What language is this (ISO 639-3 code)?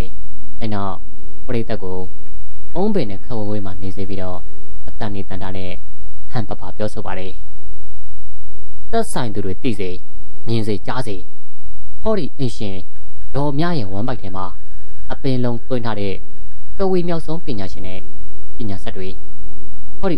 mya